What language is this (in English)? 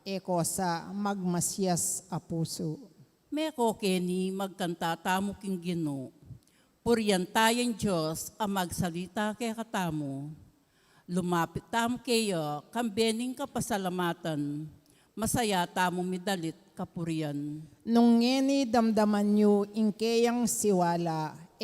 Pampanga